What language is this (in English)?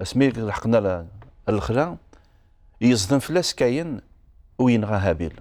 Kabyle